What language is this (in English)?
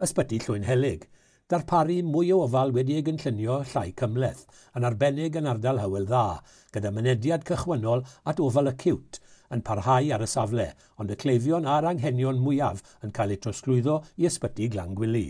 Welsh